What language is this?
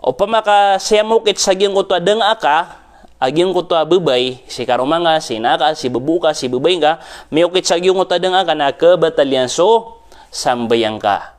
Maranao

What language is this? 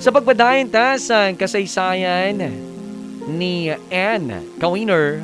Hiligaynon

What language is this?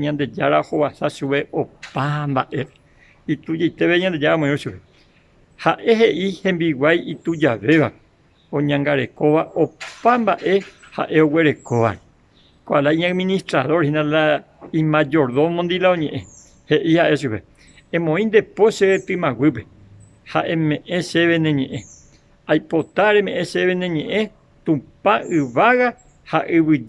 Guarani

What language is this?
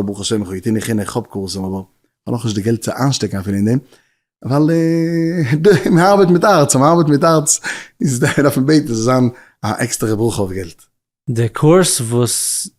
Yiddish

